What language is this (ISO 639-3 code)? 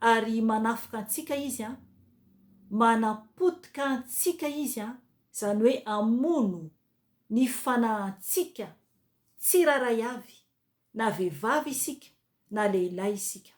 mlg